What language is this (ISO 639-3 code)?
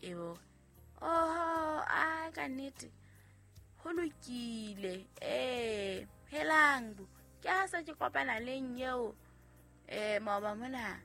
sot